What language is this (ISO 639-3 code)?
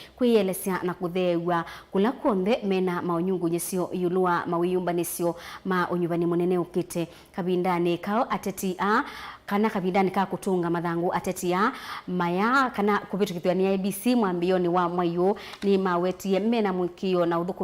kam